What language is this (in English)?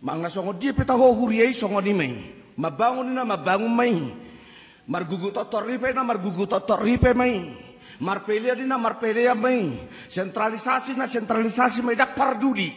Batak Toba